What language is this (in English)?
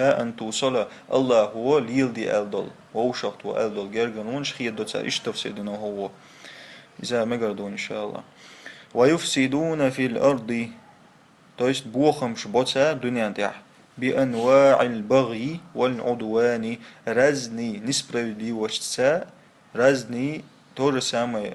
Chechen